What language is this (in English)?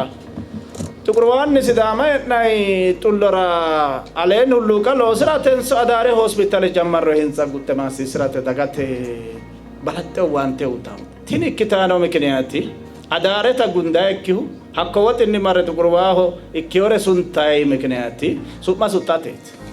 Sidamo